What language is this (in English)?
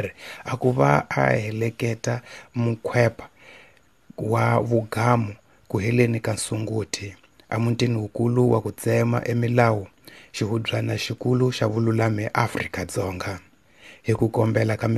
Tsonga